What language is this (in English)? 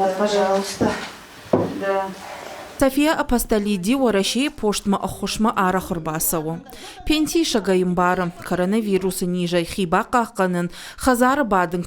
Ossetic